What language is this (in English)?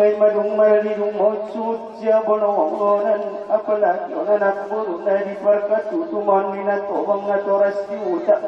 Batak Angkola